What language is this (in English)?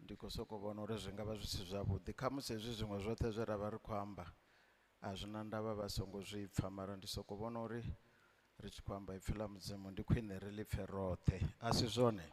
Venda